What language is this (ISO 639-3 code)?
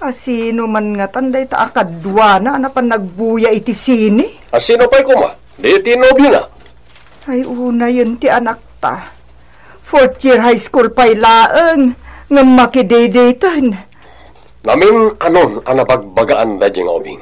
ilo